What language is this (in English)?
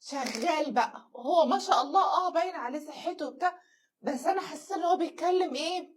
Egyptian Arabic